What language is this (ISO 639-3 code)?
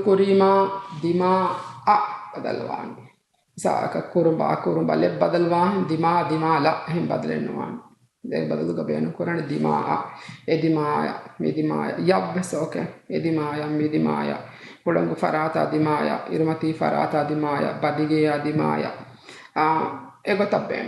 div